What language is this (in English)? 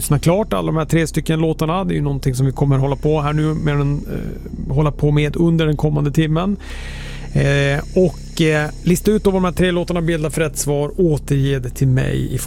Swedish